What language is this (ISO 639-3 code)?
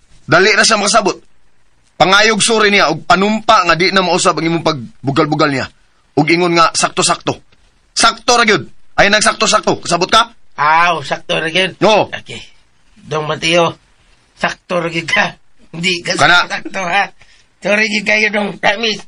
ceb